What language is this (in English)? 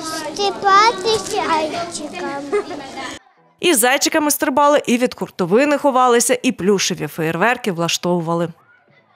Ukrainian